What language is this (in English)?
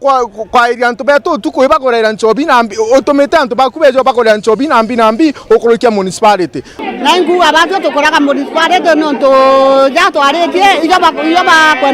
Meru